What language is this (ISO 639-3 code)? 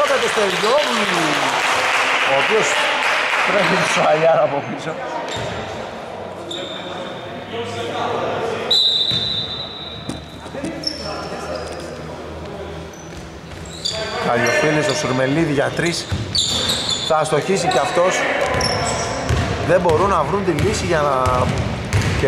ell